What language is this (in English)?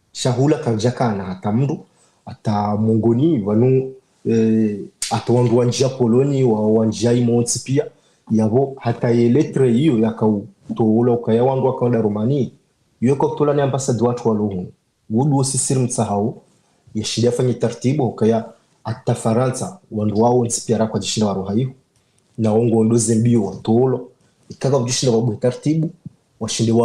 Ngazidja Comorian